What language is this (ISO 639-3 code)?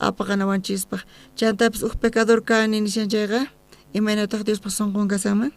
quh